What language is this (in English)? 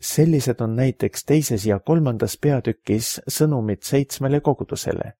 Estonian